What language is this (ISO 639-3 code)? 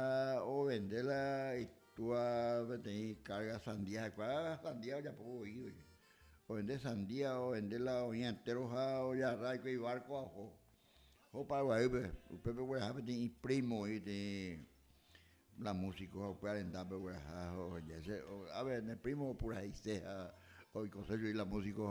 grn